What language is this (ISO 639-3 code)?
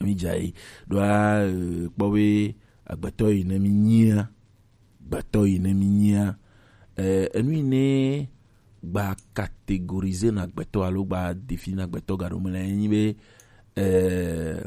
gej